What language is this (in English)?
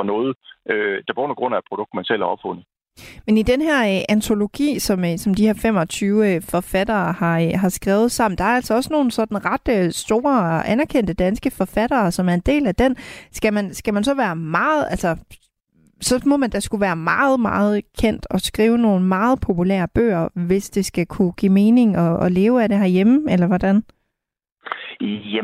Danish